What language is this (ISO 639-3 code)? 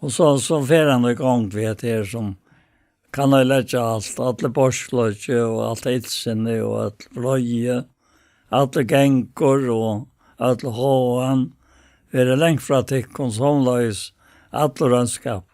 fao